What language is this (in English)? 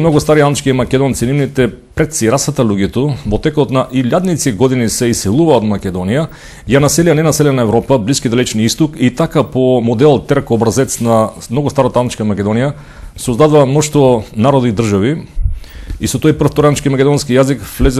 Macedonian